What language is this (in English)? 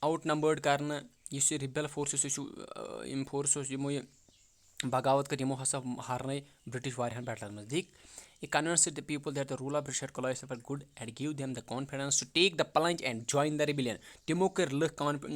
Kashmiri